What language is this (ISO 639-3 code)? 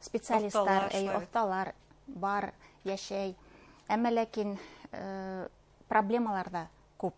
bak